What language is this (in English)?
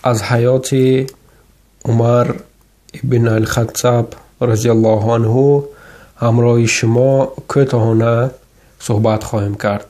Tajik